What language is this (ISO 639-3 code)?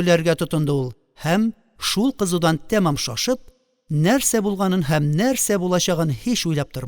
tat